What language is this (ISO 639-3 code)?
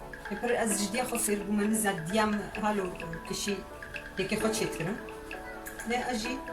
kur